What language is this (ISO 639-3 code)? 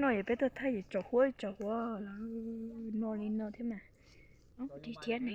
hmn